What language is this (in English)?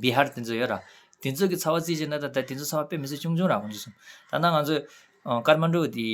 Tibetan